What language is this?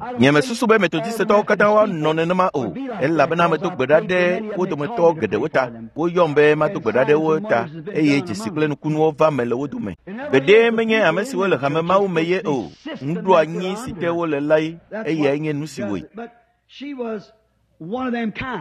Ewe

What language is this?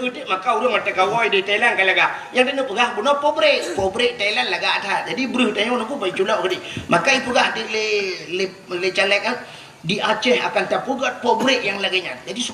Achinese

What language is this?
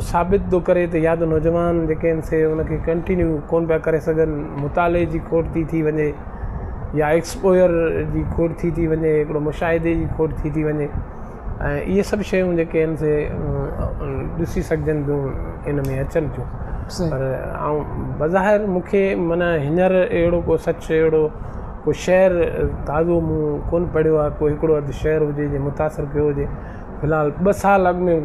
Sindhi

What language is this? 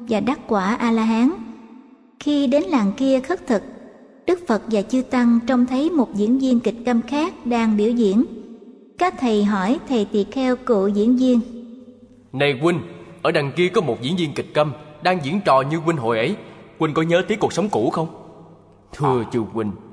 Vietnamese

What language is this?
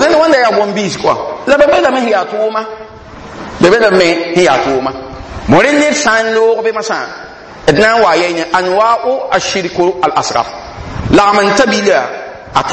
Mossi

